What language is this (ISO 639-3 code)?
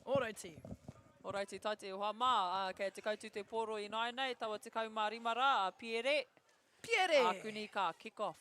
mri